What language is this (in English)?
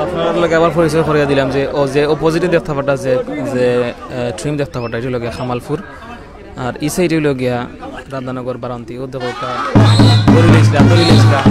Sylheti